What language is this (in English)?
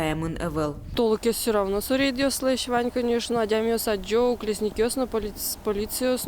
Udmurt